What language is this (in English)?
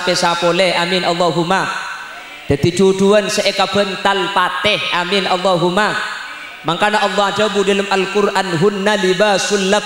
Madurese